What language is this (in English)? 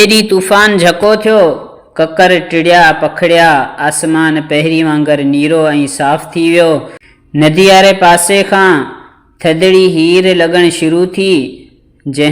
Sindhi